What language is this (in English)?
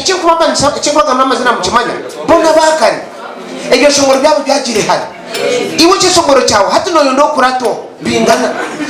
Nyankole